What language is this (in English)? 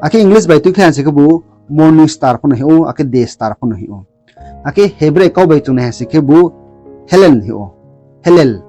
Riang (India)